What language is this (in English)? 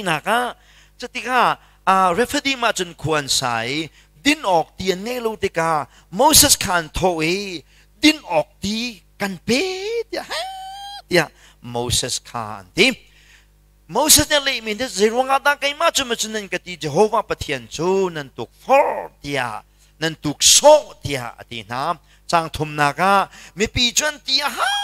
Hakha Chin